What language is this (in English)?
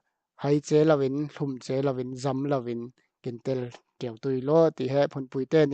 Falam Chin